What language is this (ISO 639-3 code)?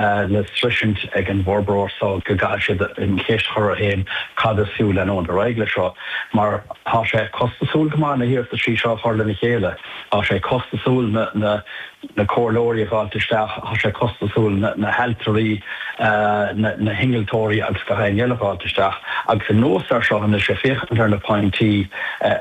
gle